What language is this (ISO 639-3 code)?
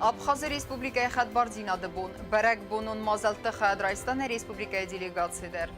oss